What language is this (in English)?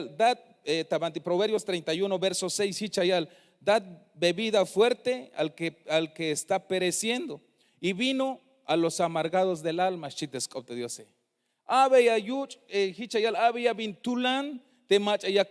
Tzeltal